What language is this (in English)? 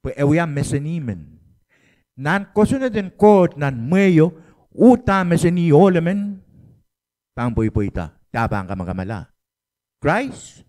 Pohnpeian